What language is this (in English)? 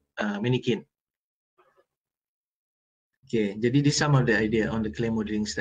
Malay